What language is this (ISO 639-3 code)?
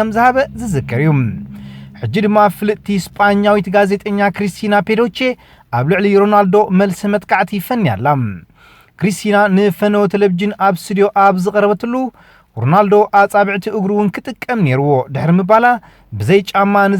tir